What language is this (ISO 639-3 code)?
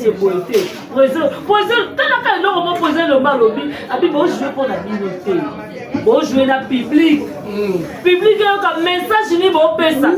lin